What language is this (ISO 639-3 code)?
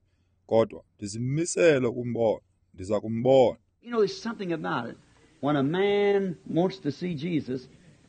xho